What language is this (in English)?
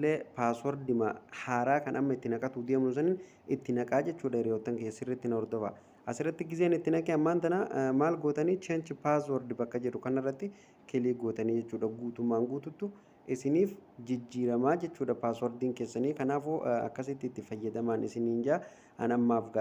Oromo